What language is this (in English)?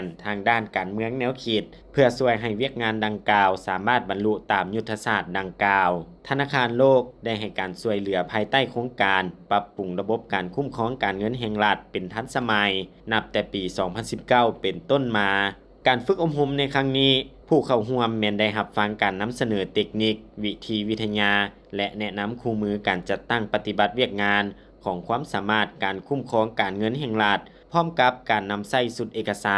Lao